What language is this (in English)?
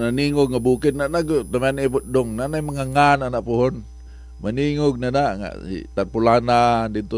Cebuano